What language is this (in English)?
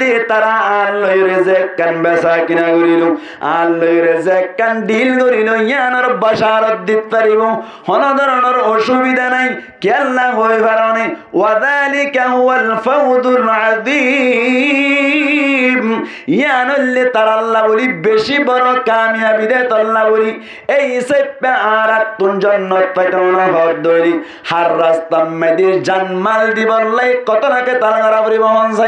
Rohingya